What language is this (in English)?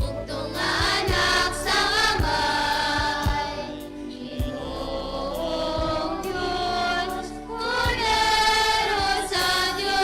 Hiligaynon